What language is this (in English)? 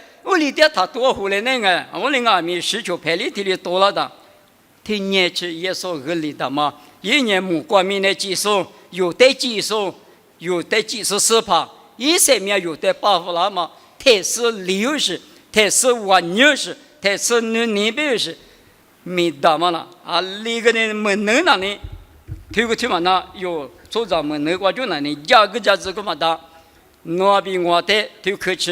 Lisu